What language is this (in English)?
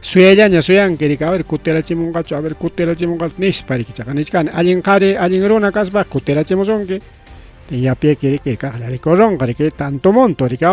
Ayacucho Quechua